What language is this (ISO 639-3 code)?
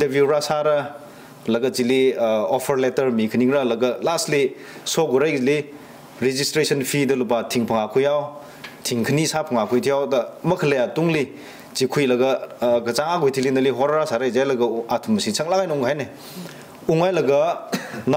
nmf